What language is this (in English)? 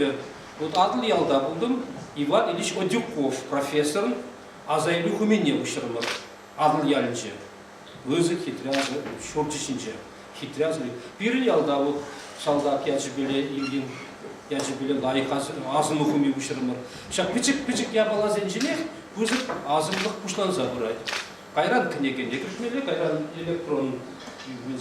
Chuvash